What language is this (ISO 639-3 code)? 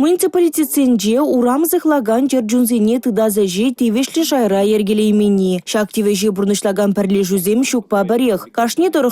chv